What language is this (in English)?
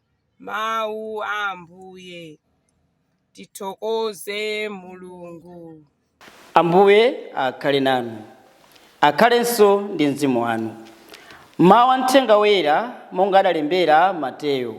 Nyanja